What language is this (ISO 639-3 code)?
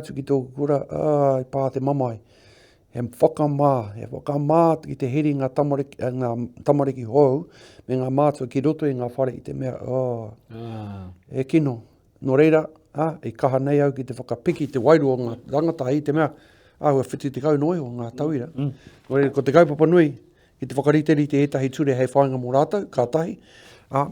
mri